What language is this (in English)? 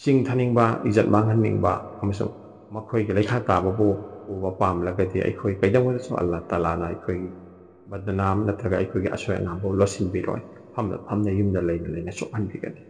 Manipuri